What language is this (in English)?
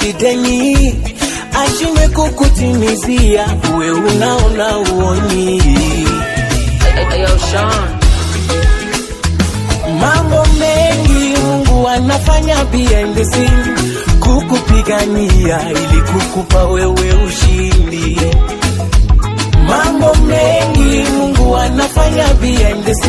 Swahili